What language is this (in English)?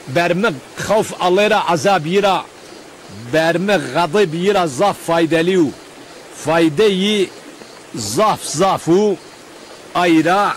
Zaza